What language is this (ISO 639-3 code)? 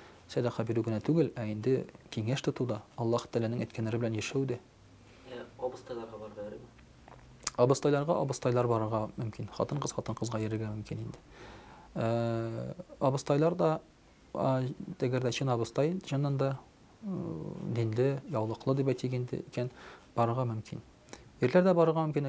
tat